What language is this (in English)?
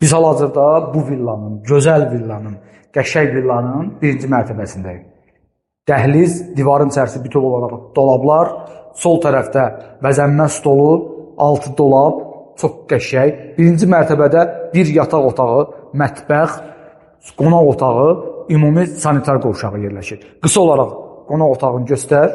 Azerbaijani